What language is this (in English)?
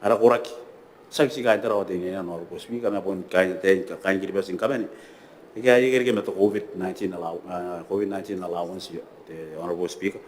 Gilbertese